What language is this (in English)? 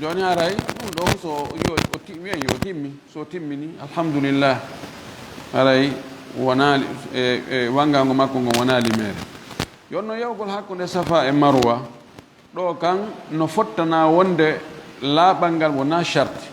Fula